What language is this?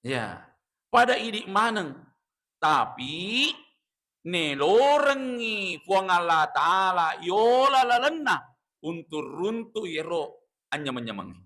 Buginese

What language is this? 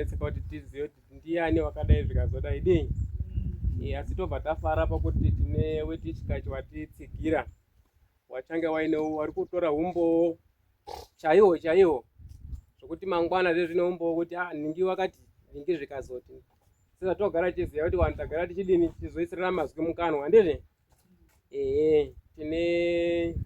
Shona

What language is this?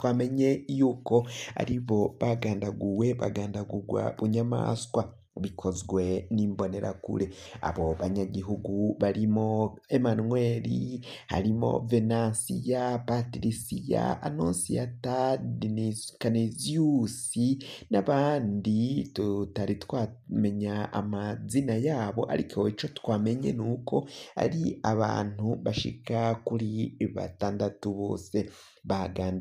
Rundi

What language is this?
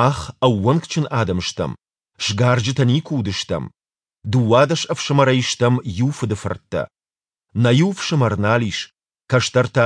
Ossetic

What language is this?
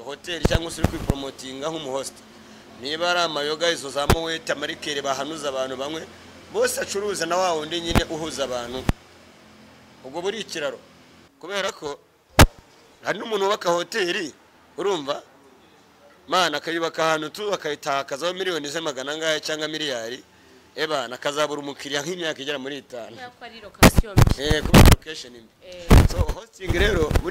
Kinyarwanda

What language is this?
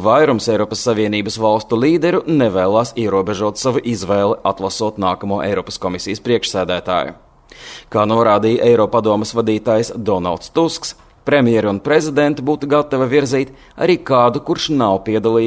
Latvian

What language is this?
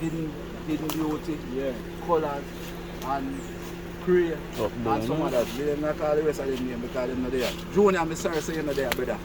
Jamaican Creole English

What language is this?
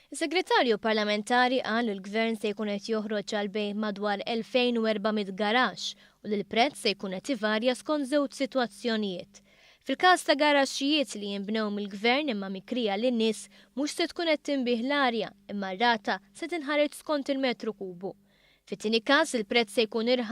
Maltese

